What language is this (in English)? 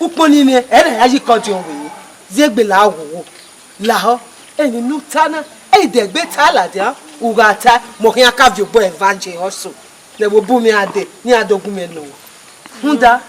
Bini